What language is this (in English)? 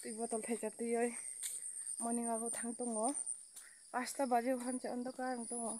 Kok Borok